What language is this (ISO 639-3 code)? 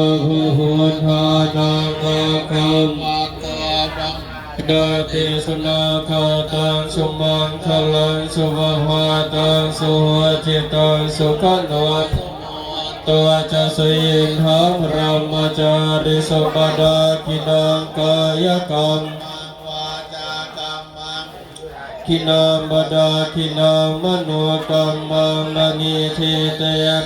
pli